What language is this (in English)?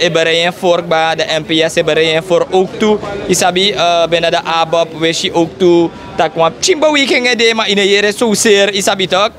Sranan Tongo